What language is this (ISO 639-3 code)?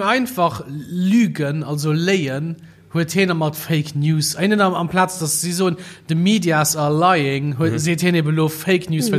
ltz